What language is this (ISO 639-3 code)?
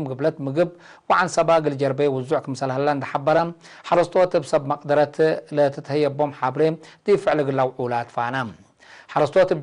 tig